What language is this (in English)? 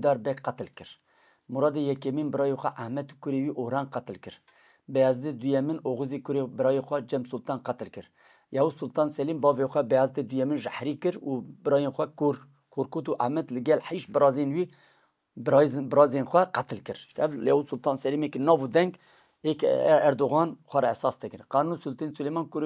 Kurdish